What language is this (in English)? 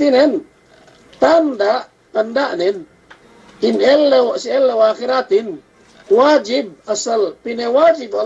Yakan